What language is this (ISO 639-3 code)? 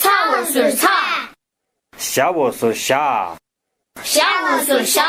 bod